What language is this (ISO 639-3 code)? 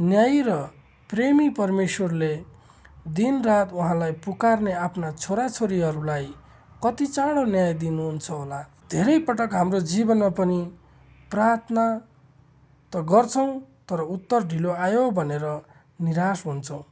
nep